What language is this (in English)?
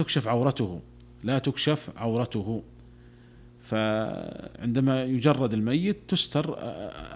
Arabic